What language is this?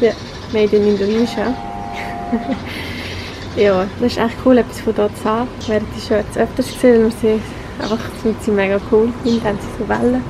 Swiss German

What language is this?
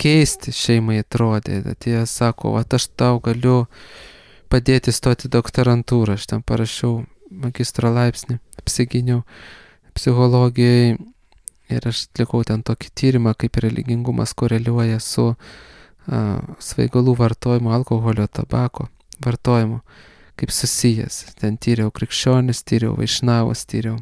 Lithuanian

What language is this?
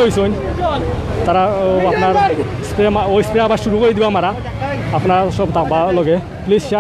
Sylheti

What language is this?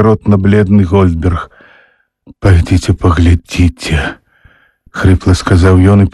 Belarusian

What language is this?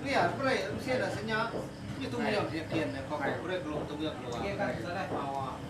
Iban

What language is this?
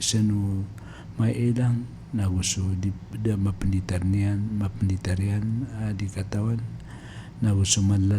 Maranao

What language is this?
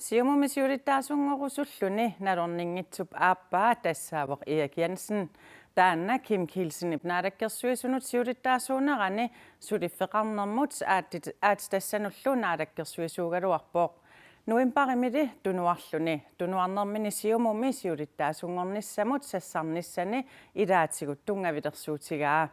Kalaallisut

